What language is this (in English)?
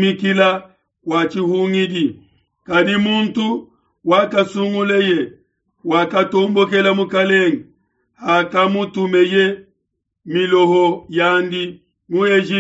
Luba-Lulua